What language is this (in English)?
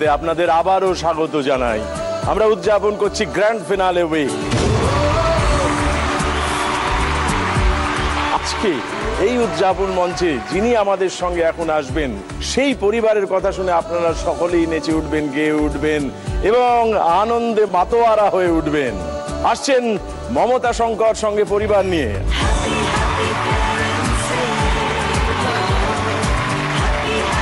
Bangla